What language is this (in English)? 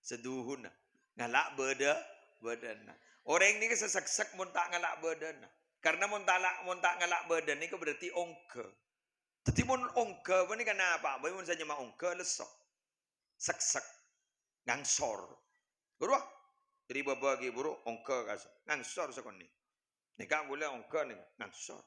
Madurese